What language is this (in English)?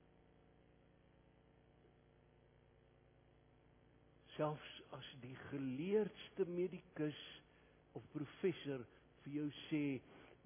Afrikaans